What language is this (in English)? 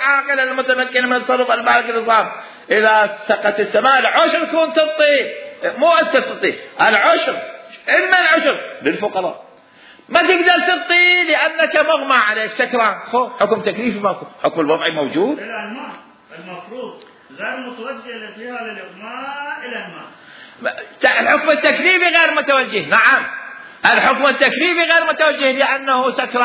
Mesopotamian Arabic